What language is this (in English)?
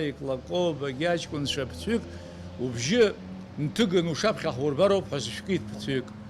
Abkhazian